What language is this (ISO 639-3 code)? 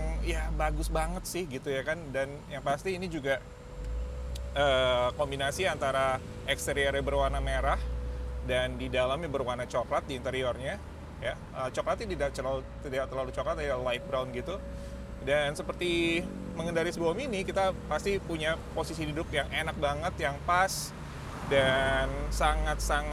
ind